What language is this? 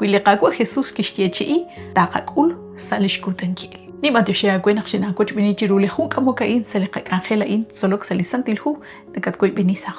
Kekchí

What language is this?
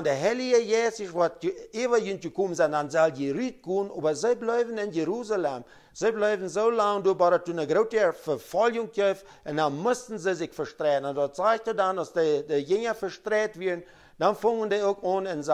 Plautdietsch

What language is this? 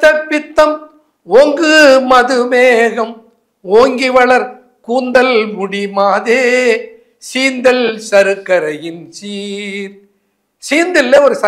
Tamil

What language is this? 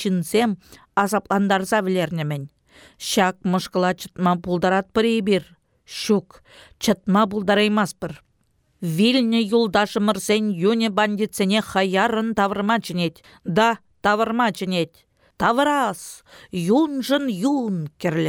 Chuvash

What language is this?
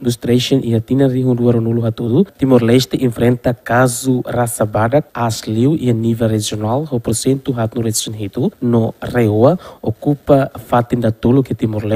Tetum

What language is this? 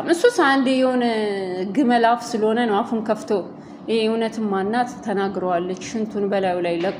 Amharic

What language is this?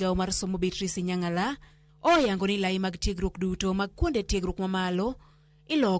Luo (Kenya and Tanzania)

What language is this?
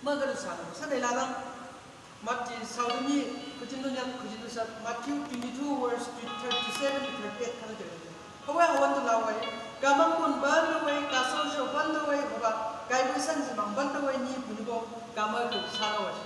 Chang Naga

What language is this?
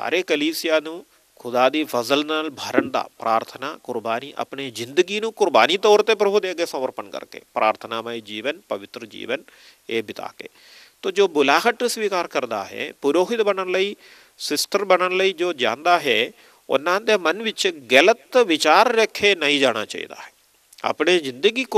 Punjabi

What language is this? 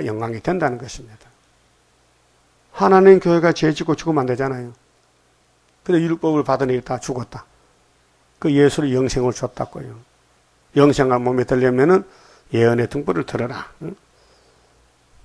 Korean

